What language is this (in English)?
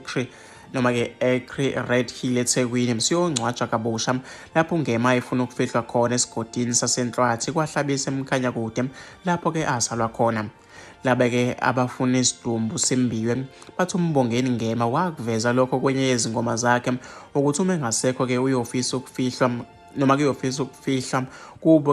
Zulu